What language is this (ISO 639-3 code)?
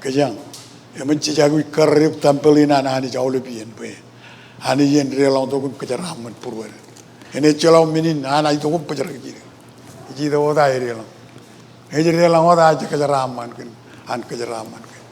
mah